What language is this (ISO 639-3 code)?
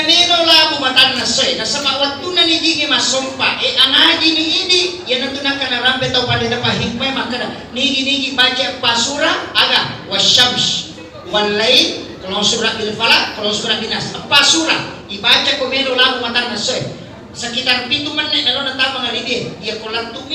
bug